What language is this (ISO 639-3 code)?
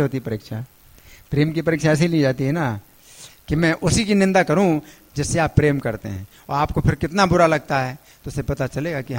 hin